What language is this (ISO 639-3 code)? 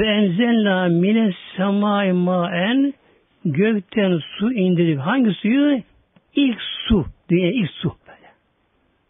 tur